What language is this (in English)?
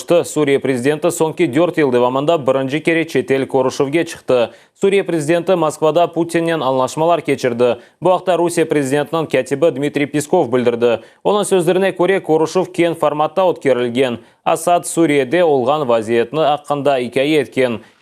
Crimean Tatar